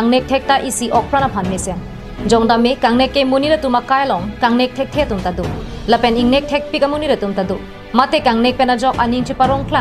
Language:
Karbi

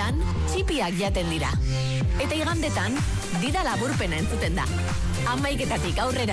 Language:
Basque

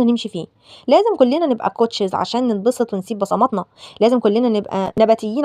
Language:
Egyptian Arabic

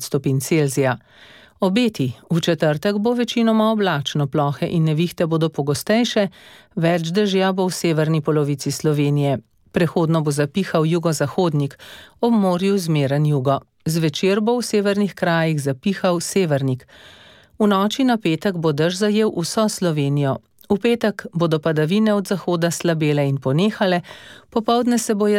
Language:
Slovenian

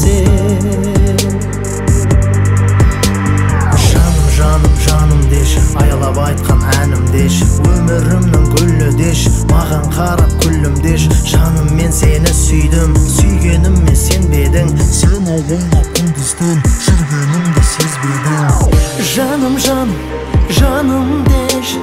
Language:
Kazakh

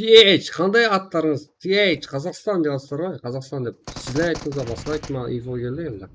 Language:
Kara-Kalpak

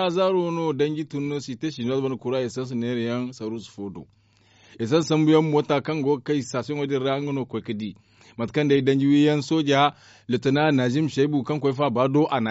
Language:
Zarma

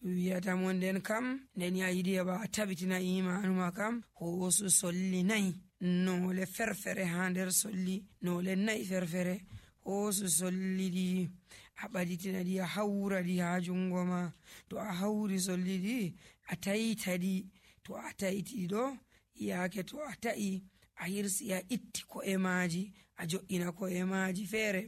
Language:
Nigerian Fulfulde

